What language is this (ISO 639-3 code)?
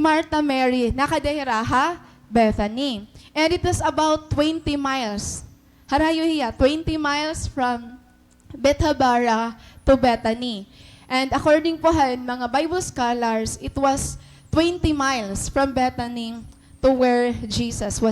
war